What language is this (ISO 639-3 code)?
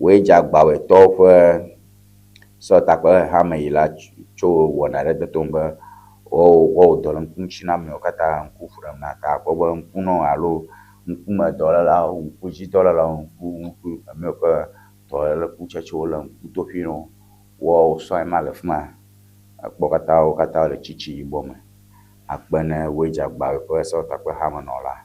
ewe